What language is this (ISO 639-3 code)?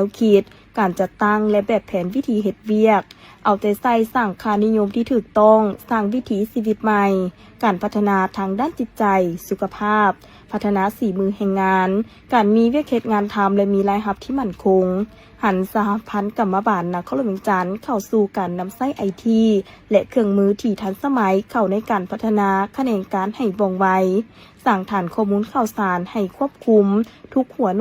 lao